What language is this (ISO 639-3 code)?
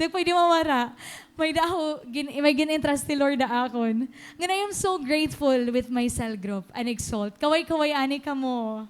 war